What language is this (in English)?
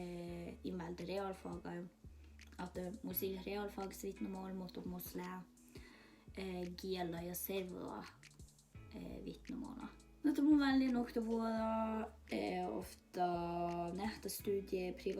Northern Sami